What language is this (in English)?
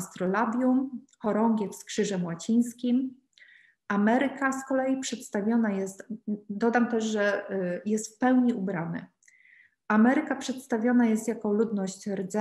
Polish